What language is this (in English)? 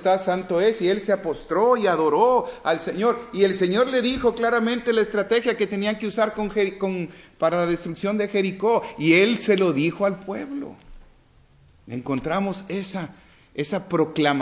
Spanish